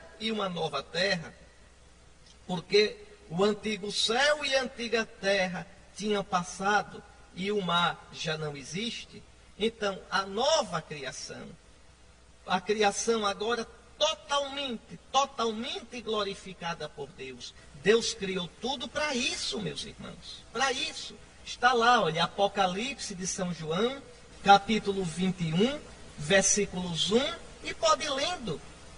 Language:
Portuguese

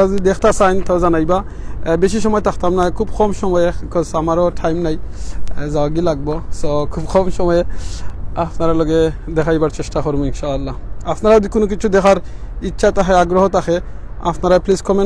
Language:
Sylheti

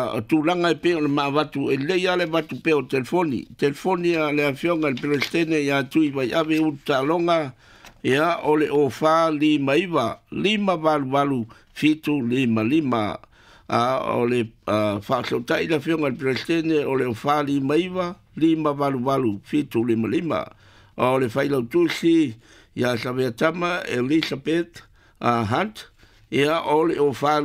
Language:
Samoan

